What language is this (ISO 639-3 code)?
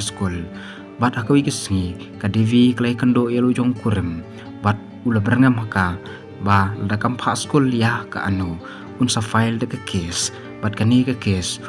kha